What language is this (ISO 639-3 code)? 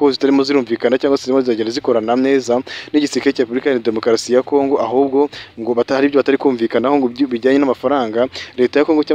kin